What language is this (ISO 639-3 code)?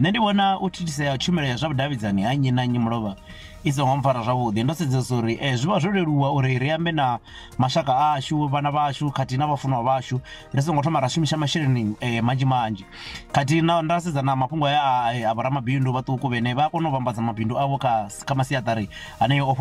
ven